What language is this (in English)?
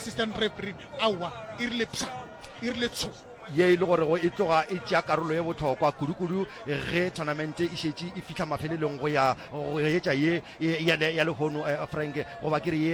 Northern Sotho